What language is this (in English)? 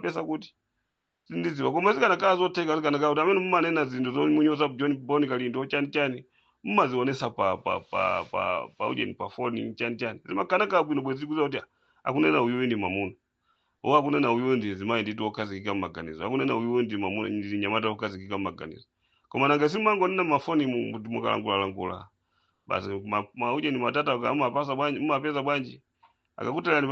Nyanja